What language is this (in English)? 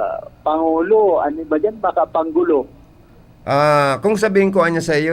Bikol